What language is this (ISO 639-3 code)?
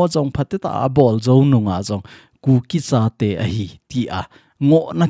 tcz